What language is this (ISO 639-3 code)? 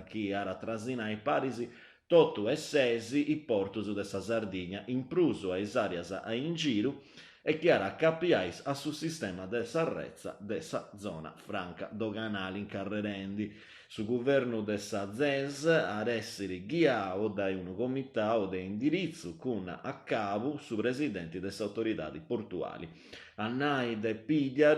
srd